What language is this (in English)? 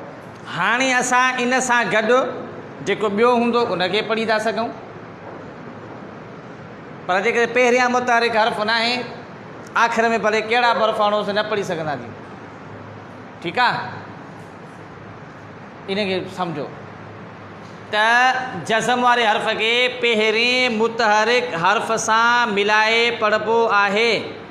Sindhi